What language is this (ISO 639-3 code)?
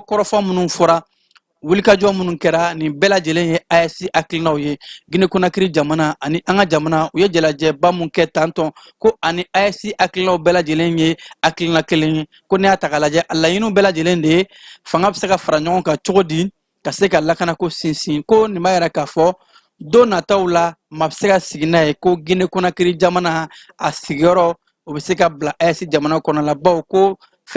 bam